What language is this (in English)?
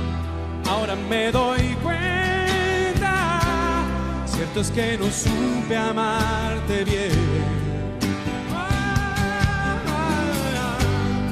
Spanish